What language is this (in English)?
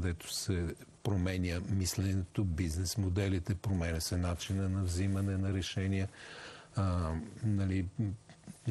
Bulgarian